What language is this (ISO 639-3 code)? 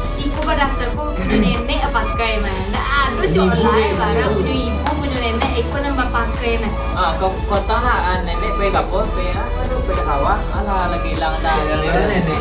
min